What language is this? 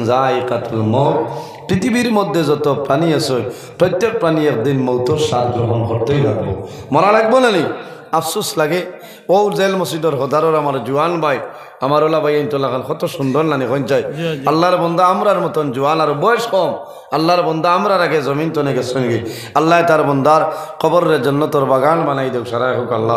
Sylheti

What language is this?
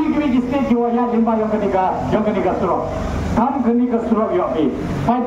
Khasi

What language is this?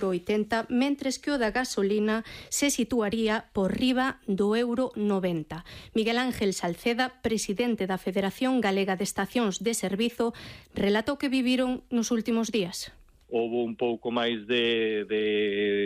Galician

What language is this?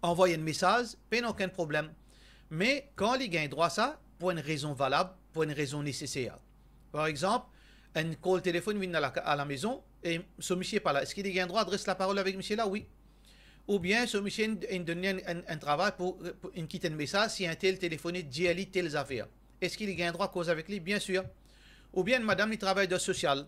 Morisyen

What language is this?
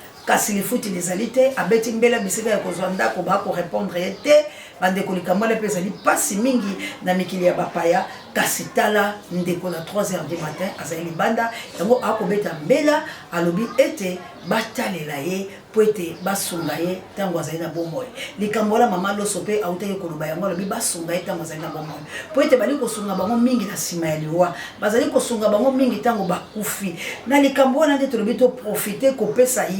Lingala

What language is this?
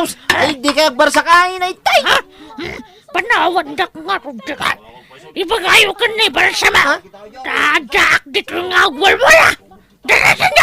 Iloko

